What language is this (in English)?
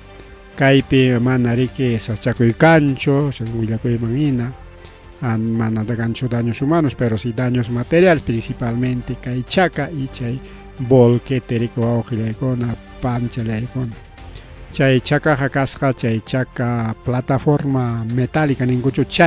Ayacucho Quechua